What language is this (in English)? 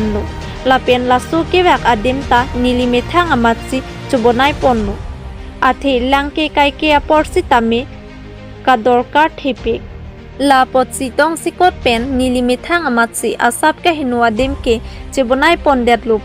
Karbi